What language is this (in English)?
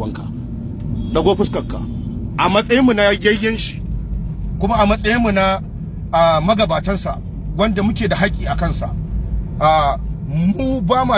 Hausa